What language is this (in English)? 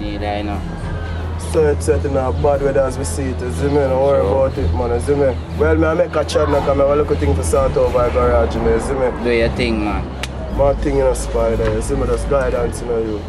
Jamaican Creole English